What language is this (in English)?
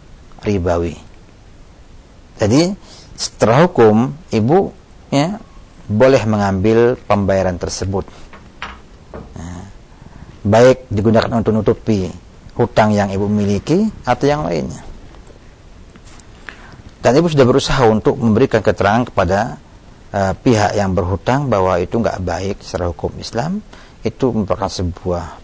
Indonesian